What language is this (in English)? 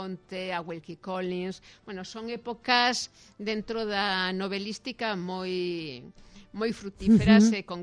Galician